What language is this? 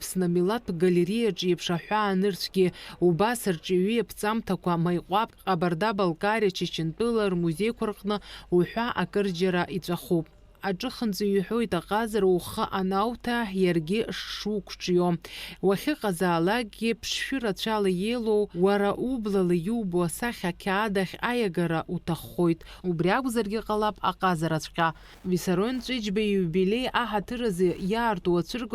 Abkhazian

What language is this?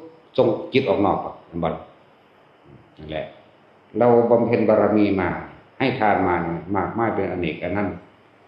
Northeastern Thai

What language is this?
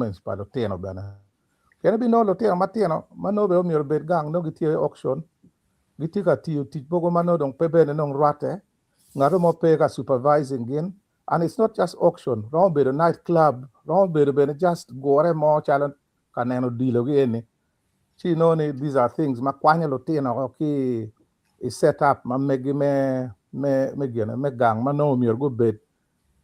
Acoli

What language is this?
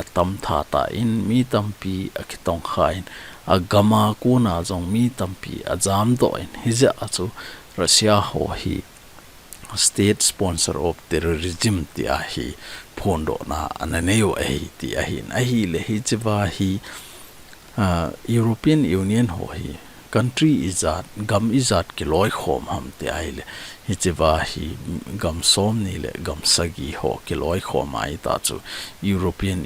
Thado Chin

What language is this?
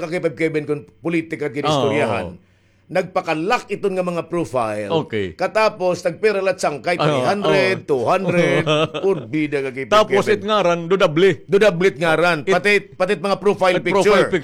Waray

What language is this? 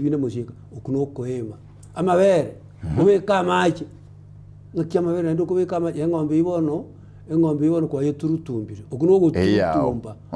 Gusii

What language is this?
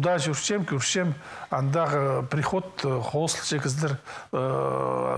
Khakas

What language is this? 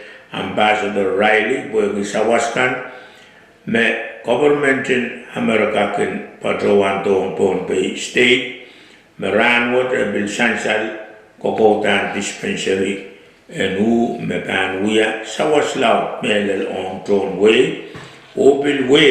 Pohnpeian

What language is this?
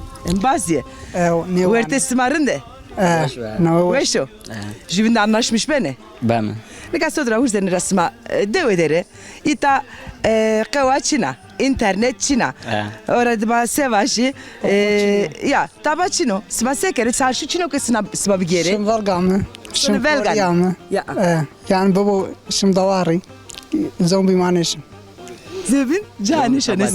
Zaza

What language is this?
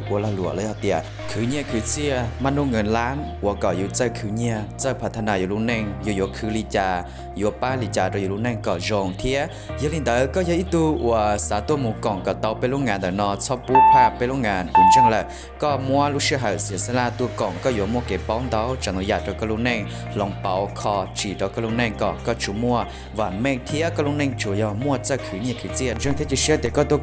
Hmong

